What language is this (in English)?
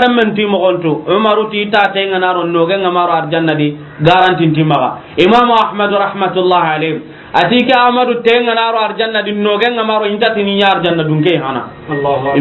Soninke